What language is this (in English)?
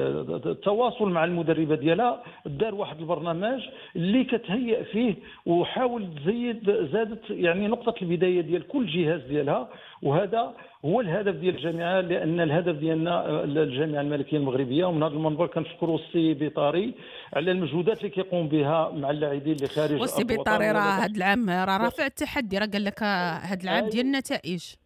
Moroccan Arabic